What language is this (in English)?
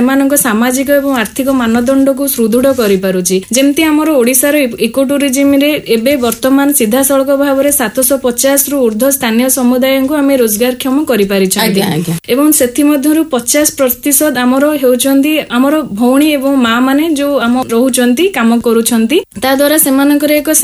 Odia